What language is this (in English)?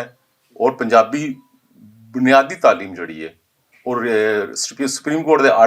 Western Panjabi